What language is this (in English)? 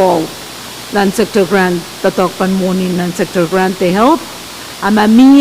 Pohnpeian